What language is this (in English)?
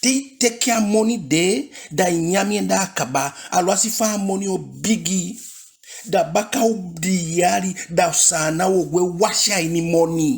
Eastern Maroon Creole